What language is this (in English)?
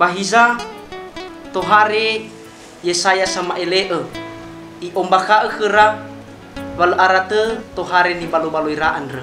Nias